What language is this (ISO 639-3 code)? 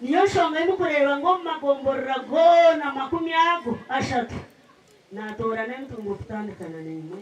nyn